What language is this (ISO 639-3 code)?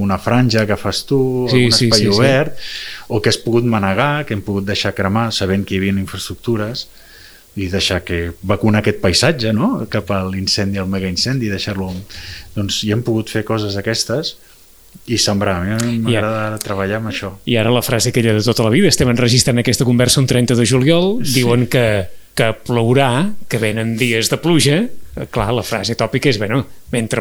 cat